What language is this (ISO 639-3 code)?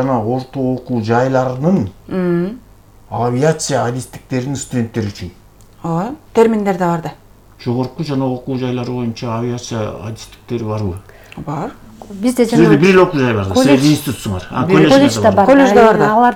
kir